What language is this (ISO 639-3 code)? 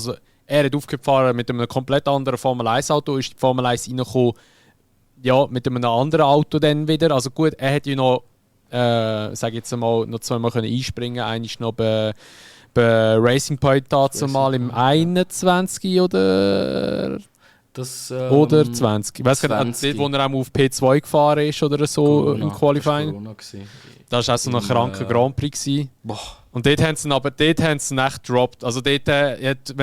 gsw